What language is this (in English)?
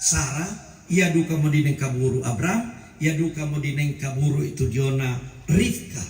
Toraja-Sa'dan